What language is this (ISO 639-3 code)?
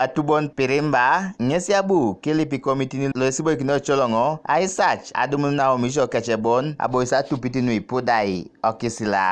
teo